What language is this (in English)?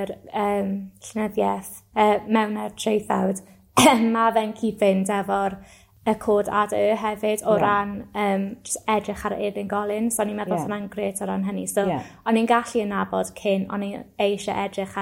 Welsh